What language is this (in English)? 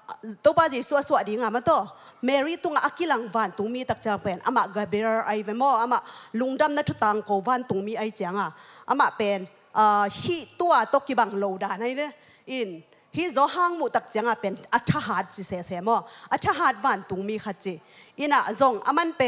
Tedim Chin